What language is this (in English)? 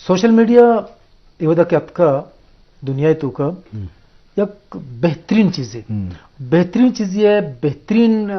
Eastern Balochi